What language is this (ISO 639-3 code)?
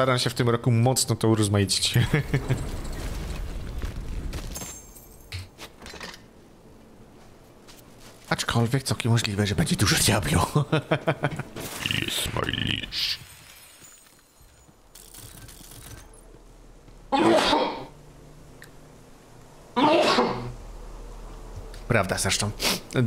pol